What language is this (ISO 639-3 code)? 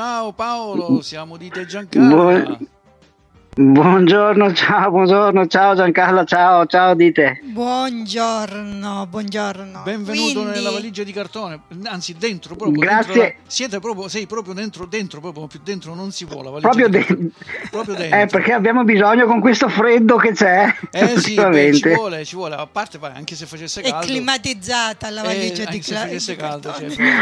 ita